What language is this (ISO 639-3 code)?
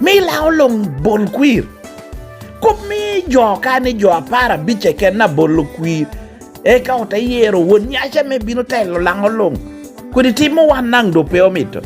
laj